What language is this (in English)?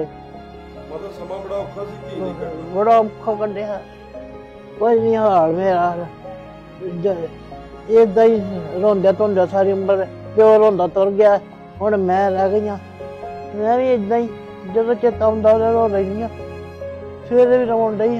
Punjabi